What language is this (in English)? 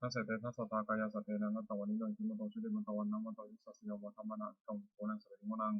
Pali